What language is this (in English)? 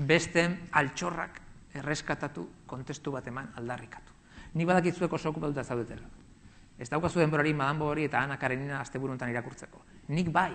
Basque